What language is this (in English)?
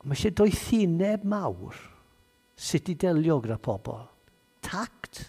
Welsh